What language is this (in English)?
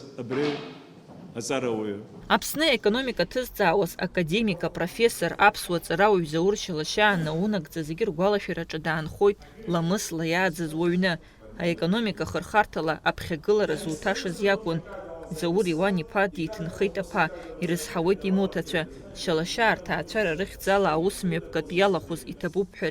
Abkhazian